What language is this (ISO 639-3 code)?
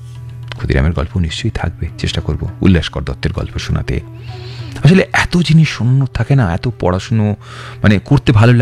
ben